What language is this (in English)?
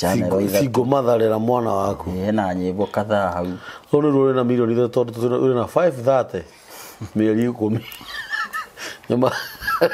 Kikuyu